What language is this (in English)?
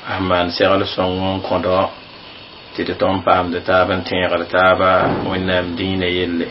Mossi